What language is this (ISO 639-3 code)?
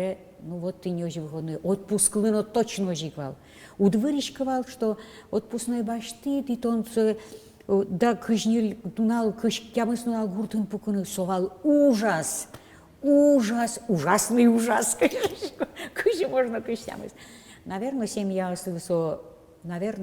udm